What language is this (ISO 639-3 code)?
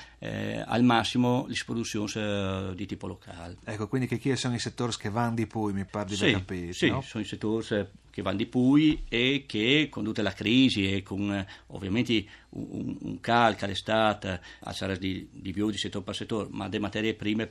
fur